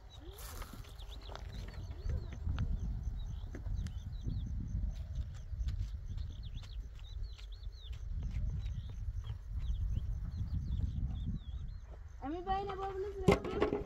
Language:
Persian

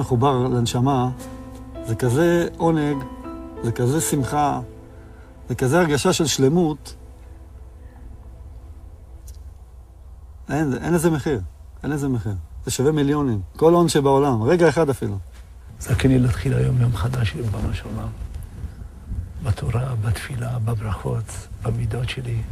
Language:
Hebrew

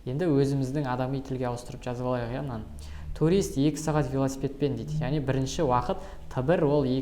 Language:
Kazakh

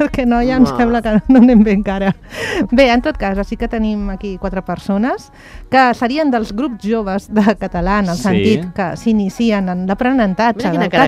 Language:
Catalan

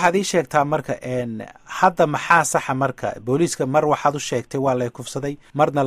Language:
Somali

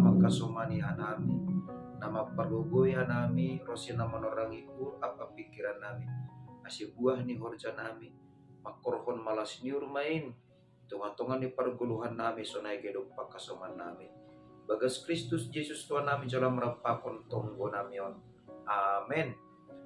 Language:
Batak Simalungun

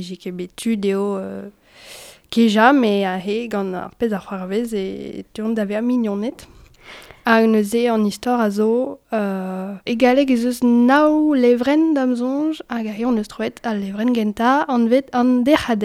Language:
Breton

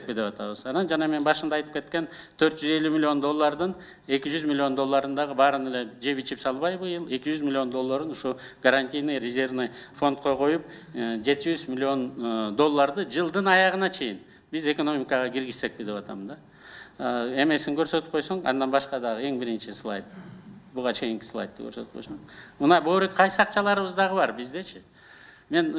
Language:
Kyrgyz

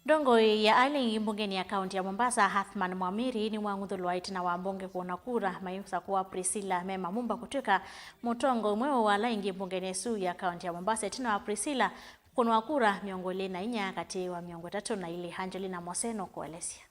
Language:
Kamba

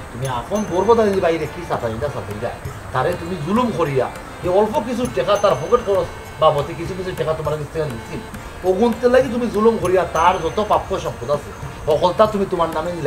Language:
Sylheti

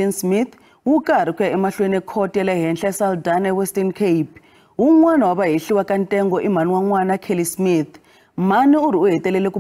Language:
Tsonga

